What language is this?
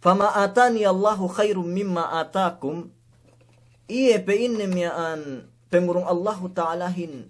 Yakan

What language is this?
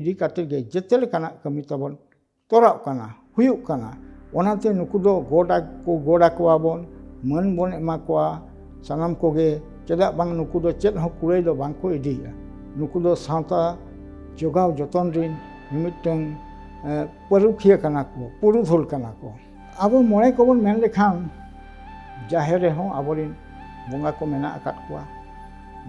Santali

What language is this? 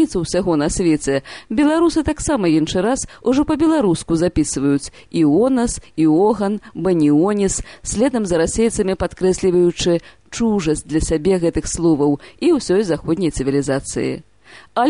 Belarusian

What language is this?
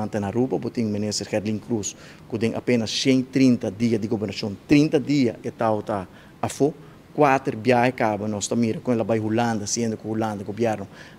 Papiamento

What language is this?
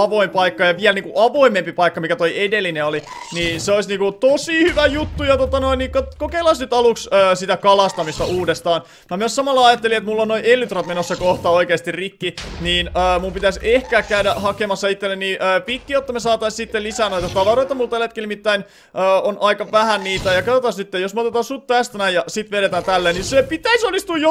Finnish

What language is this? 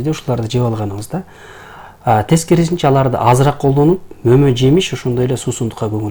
Kyrgyz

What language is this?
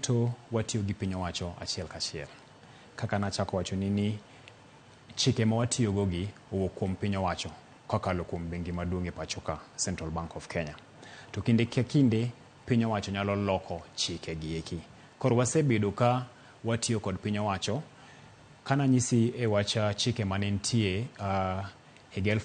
Luo (Kenya and Tanzania)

